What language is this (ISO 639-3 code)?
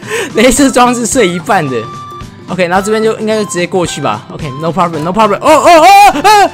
zho